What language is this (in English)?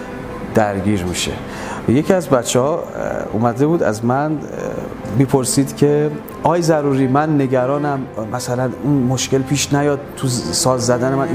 Persian